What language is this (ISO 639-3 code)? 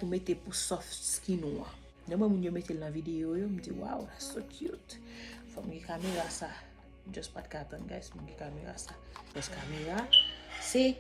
hat